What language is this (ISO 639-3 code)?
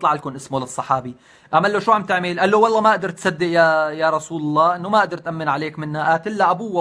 apc